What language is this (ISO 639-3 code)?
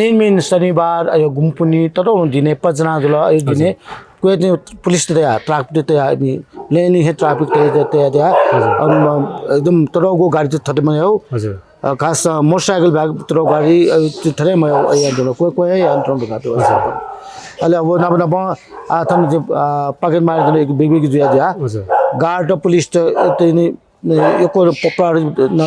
new